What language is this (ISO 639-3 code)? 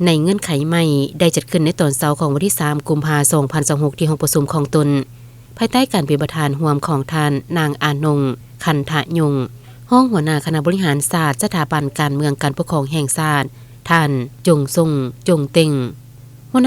lao